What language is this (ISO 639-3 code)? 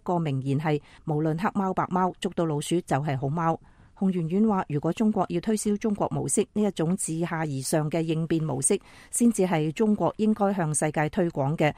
yue